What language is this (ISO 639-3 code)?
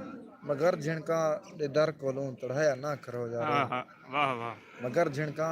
skr